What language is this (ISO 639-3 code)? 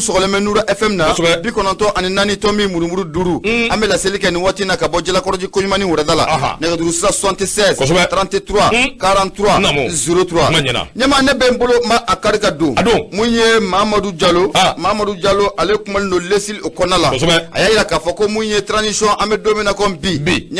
bam